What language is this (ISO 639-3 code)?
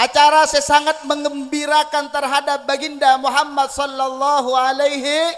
mad